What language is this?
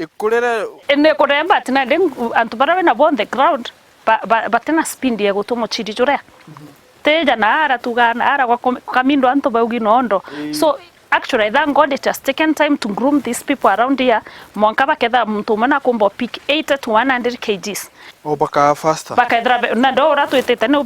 Meru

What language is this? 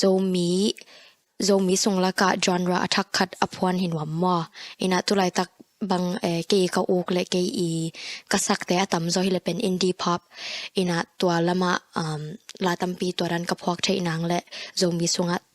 Tedim Chin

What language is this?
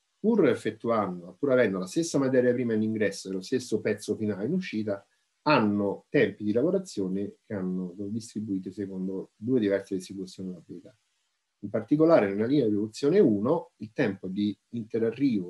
Italian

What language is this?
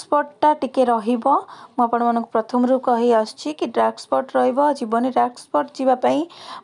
Odia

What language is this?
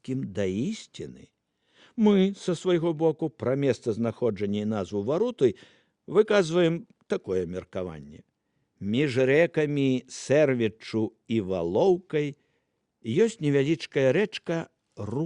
Belarusian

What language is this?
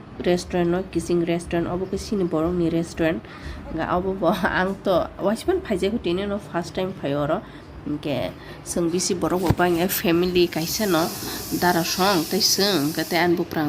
Kok Borok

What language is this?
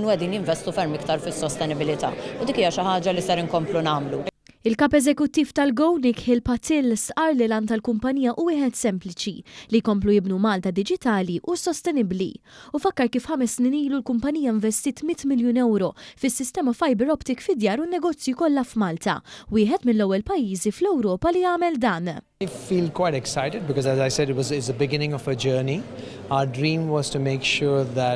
Maltese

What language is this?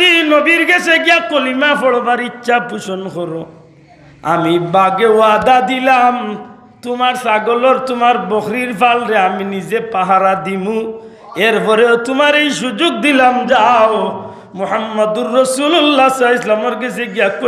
Sylheti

